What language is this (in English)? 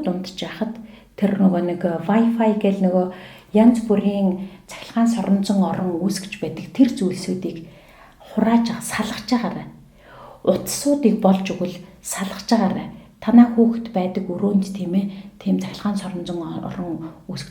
Mongolian